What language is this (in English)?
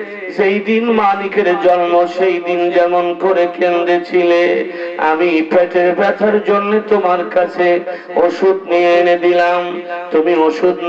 Bangla